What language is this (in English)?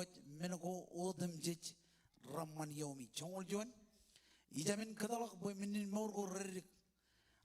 Marshallese